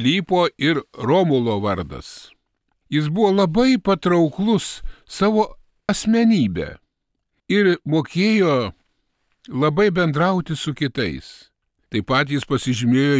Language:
Lithuanian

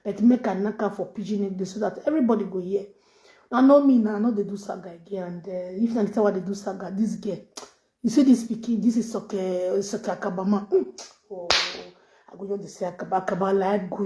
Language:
Nigerian Pidgin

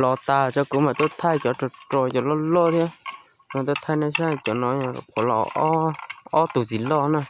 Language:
Hmong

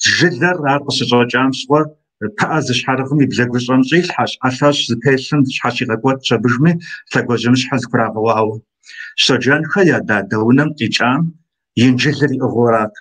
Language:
Kabardian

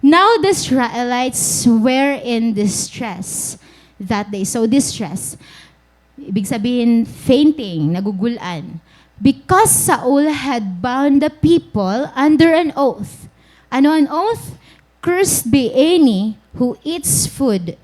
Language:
Waray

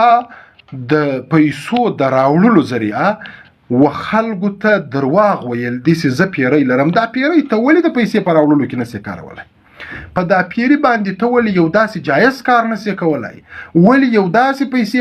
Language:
Pashto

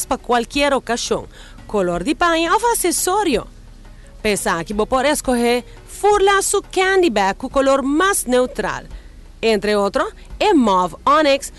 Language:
Papiamento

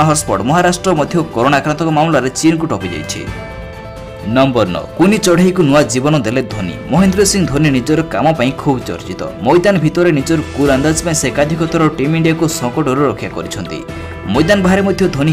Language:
Odia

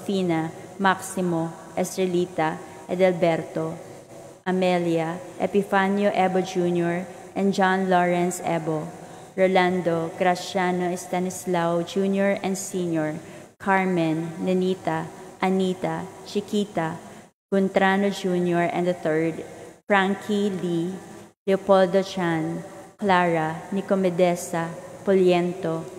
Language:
Cebuano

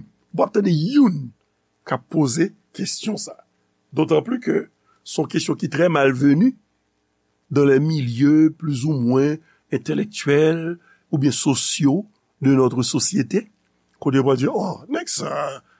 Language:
Haitian Creole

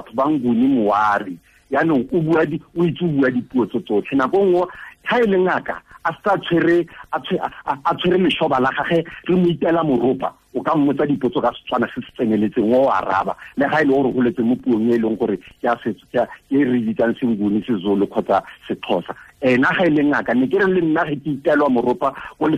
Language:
Tswana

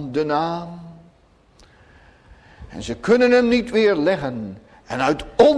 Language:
Dutch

